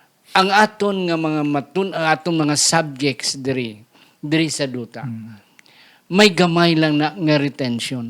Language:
Hiligaynon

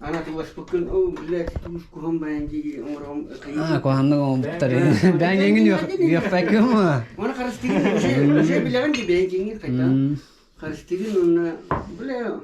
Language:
Yakut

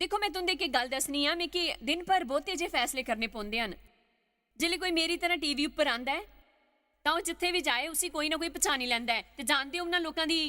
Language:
Dogri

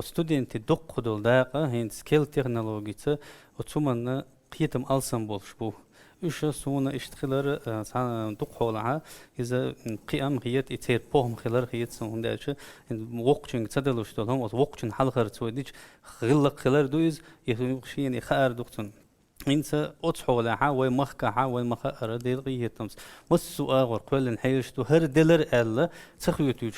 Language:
Chechen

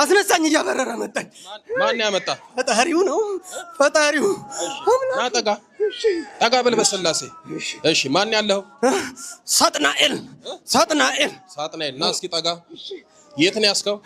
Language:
Amharic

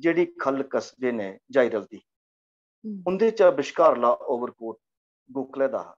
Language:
Dogri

